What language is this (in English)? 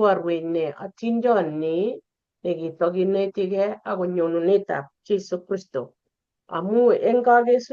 Kalenjin